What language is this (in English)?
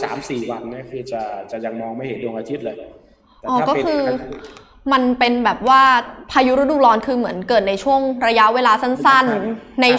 Thai